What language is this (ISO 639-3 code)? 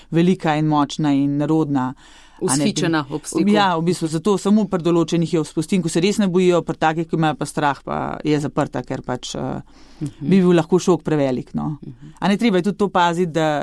slv